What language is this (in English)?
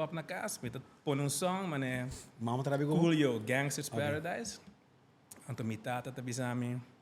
Papiamento